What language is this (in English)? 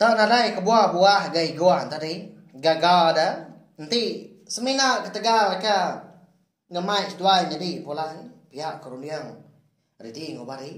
Iban